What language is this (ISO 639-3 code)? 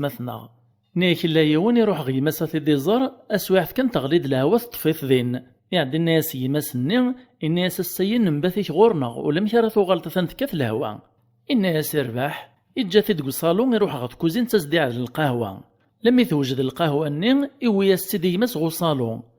kab